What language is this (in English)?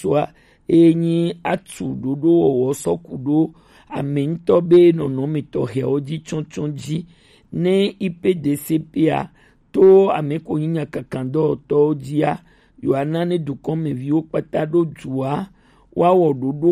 Gen